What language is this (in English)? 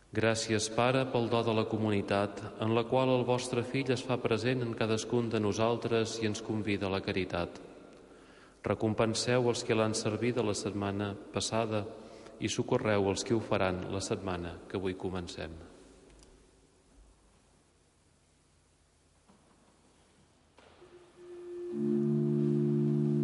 Catalan